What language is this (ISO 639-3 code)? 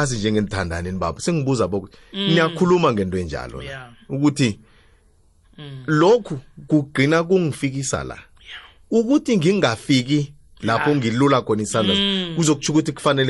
nbl